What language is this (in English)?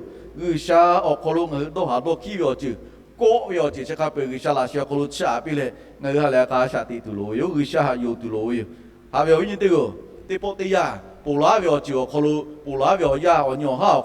Lahu